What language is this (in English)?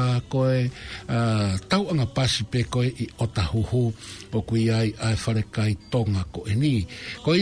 Tongan